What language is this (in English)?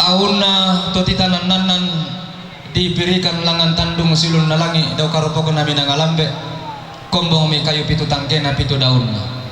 Toraja-Sa'dan